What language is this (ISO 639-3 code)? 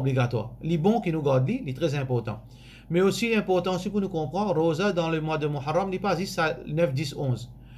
mfe